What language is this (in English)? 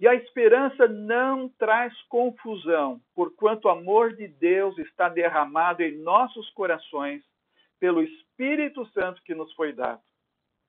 Portuguese